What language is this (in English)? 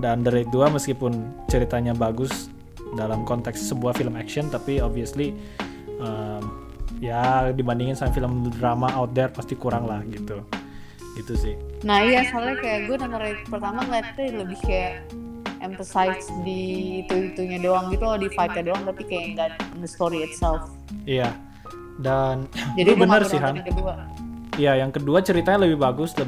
Indonesian